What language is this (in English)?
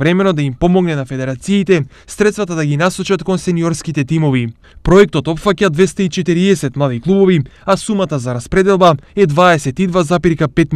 Macedonian